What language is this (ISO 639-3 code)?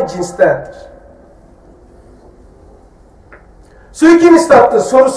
tur